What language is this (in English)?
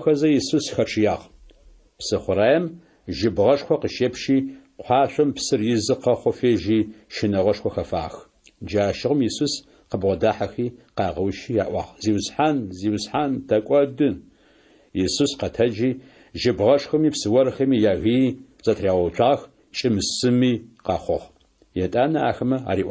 Adyghe